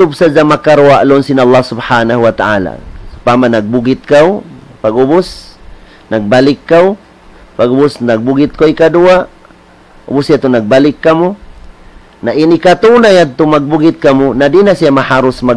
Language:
Tausug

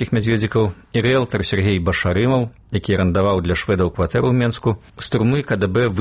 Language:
Belarusian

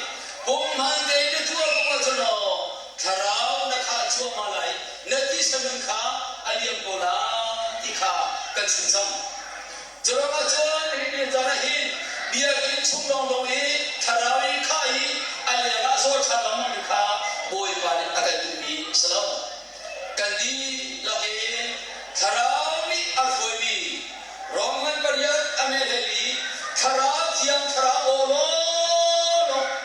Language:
Hakha Chin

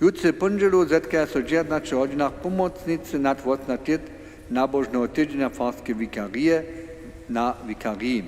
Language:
Upper Sorbian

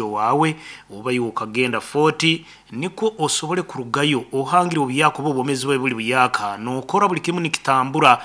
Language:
Nyankole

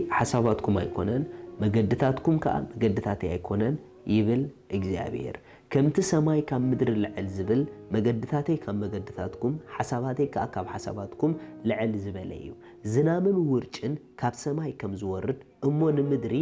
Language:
Tigrinya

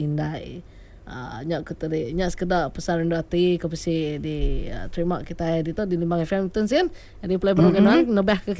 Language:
Iban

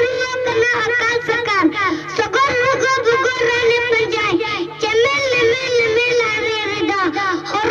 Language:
Santali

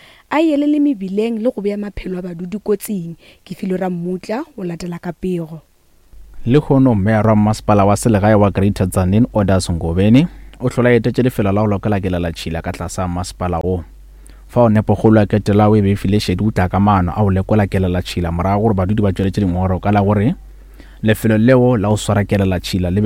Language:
Northern Sotho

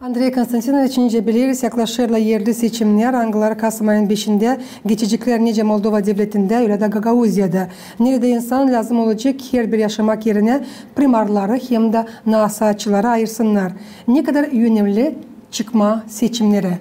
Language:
Gagauz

